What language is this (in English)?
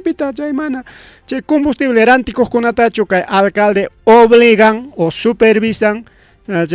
Ayacucho Quechua